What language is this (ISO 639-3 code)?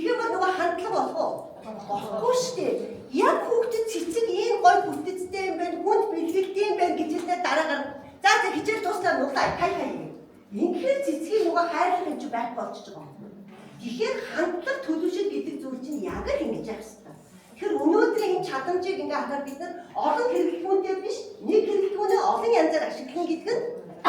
mon